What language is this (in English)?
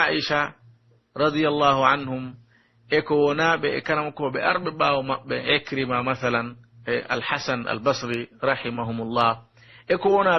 Pular